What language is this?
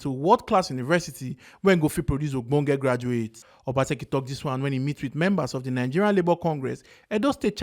Nigerian Pidgin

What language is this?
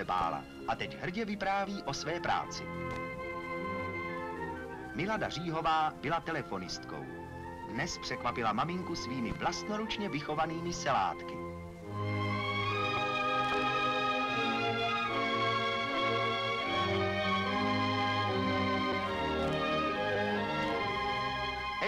Czech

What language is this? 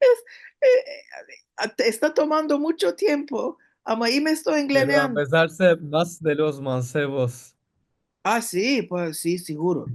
Ladino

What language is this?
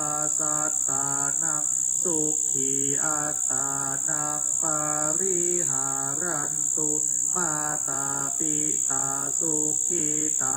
Pali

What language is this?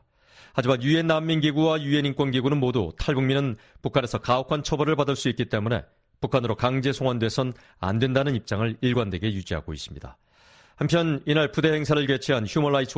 Korean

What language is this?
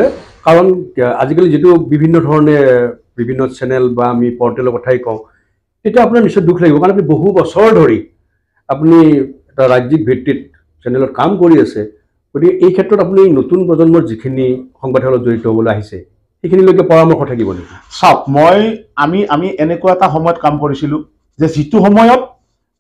Assamese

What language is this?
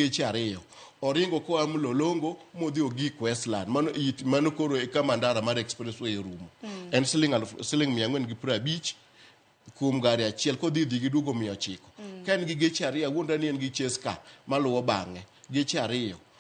Luo (Kenya and Tanzania)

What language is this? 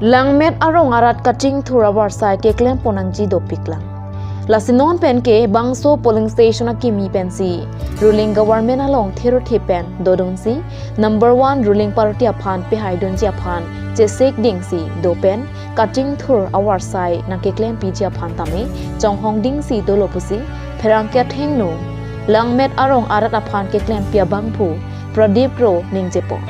Karbi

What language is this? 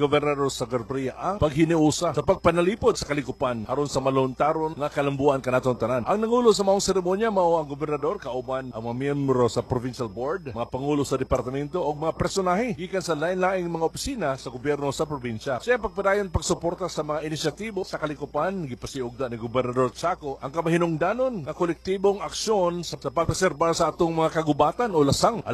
Cebuano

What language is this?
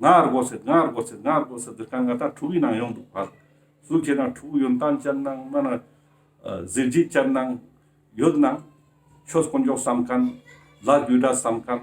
Ladakhi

